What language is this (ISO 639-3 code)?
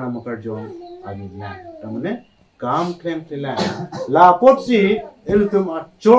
mjw